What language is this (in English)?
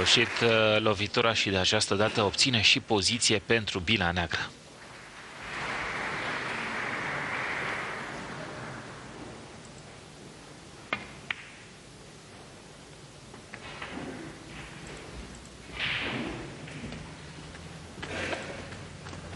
Romanian